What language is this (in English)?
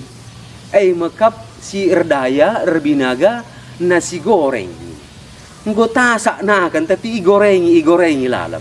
Batak Karo